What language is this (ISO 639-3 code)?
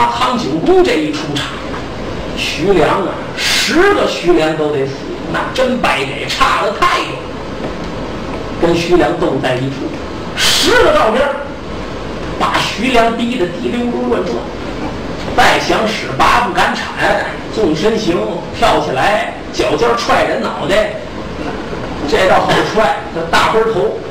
zho